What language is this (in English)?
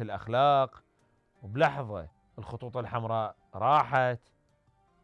Mesopotamian Arabic